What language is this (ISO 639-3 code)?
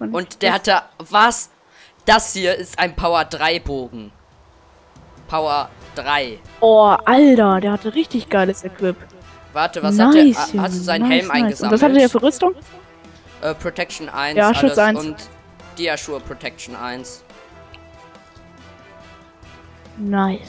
deu